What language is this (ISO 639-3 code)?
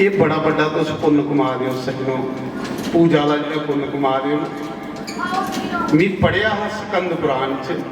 doi